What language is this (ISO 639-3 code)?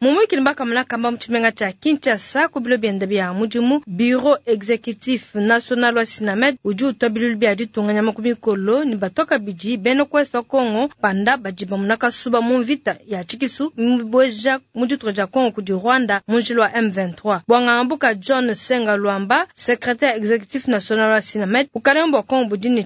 lua